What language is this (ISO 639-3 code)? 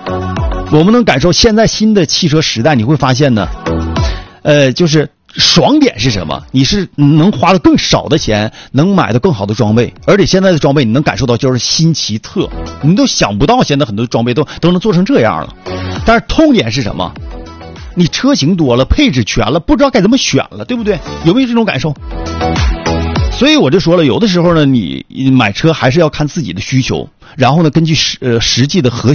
zho